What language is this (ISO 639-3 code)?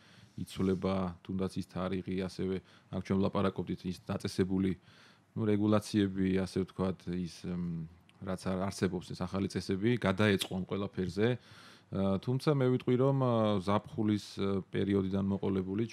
kat